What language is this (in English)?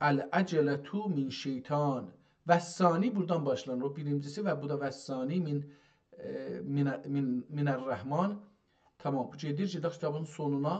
South Azerbaijani